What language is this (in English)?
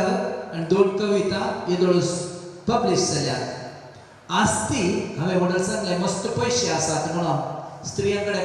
Konkani